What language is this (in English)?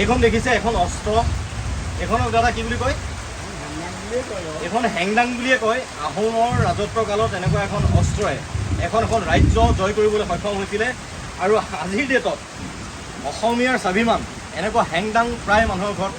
Assamese